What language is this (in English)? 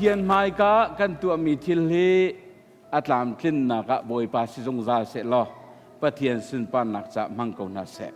Hakha Chin